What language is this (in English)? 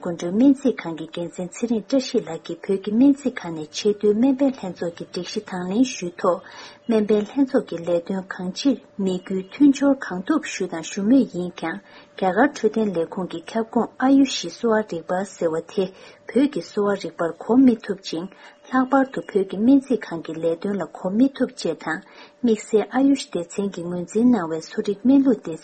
Tibetan